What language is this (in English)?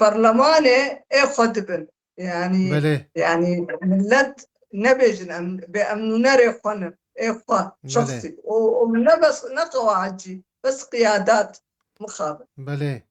Kurdish